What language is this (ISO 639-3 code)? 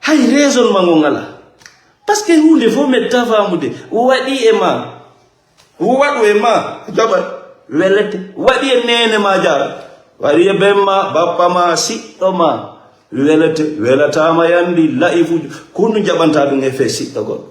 ful